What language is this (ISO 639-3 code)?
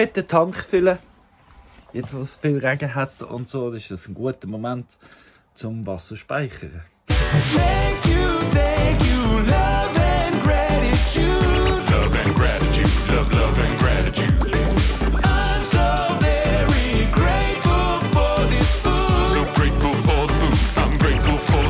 gsw